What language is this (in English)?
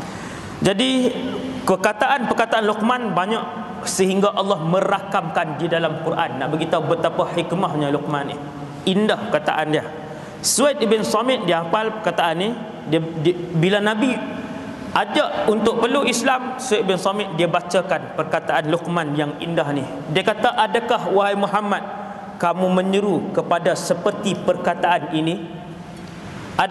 Malay